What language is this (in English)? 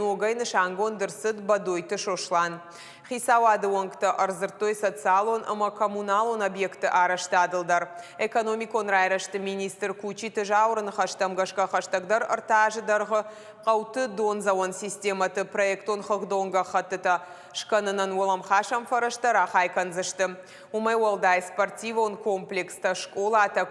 Ossetic